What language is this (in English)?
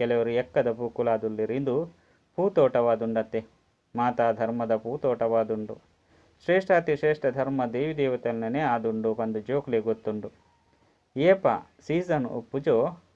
Tulu